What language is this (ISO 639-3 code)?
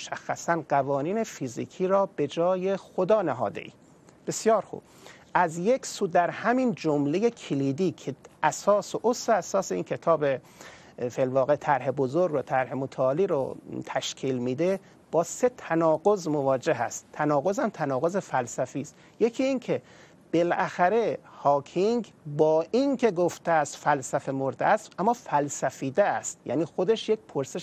fas